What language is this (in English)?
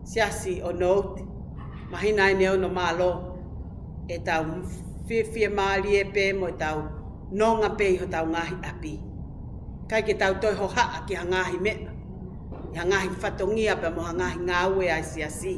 Tongan